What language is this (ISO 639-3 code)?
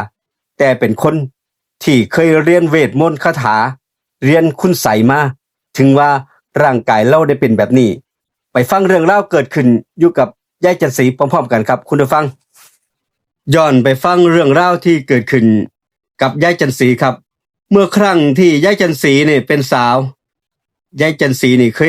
lao